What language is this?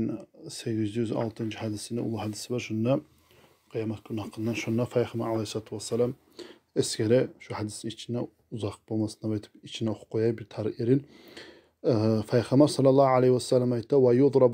Kumyk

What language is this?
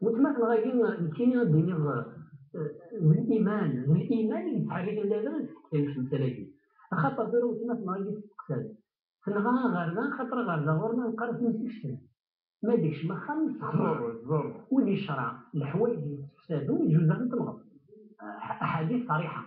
Kabyle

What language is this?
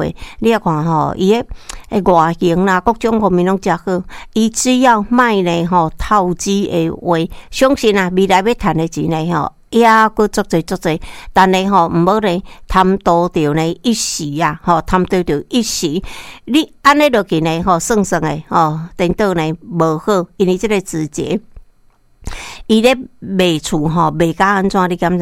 Min Nan Chinese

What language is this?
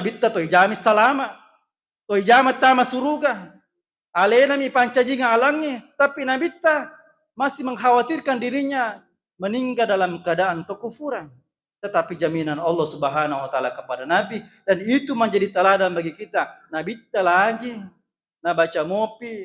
Buginese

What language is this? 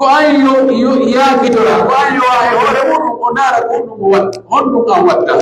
Pular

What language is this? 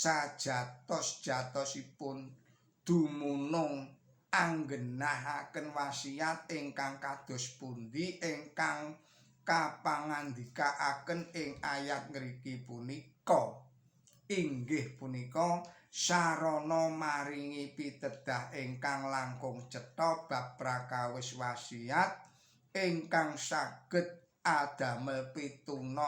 Javanese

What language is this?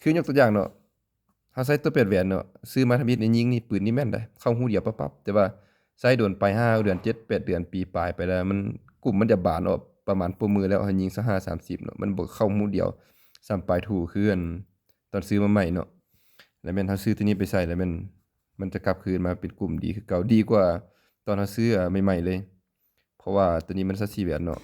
Lao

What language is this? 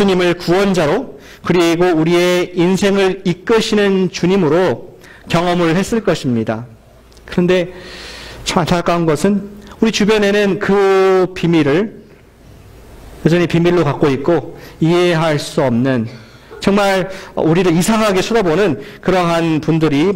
Korean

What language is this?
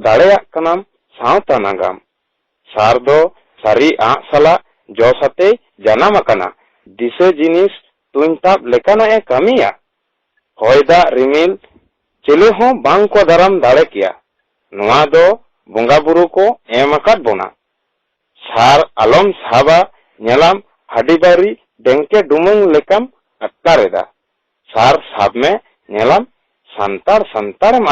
Santali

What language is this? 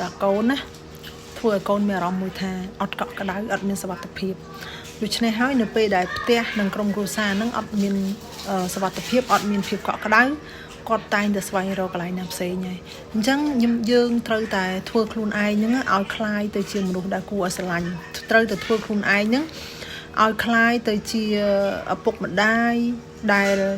Khmer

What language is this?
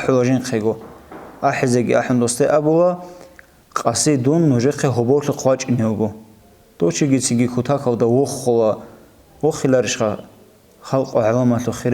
Avaric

